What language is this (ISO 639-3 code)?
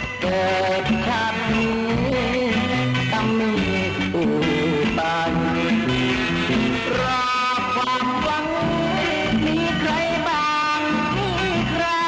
tha